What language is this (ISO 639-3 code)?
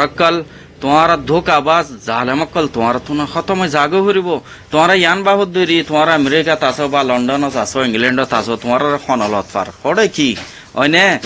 rhg